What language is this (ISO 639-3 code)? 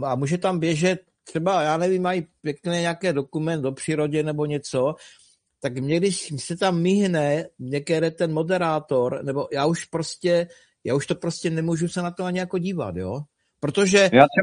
ces